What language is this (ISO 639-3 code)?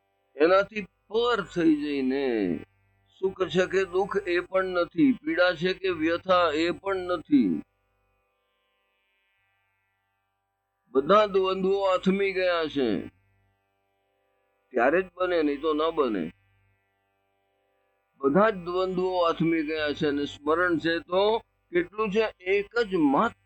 guj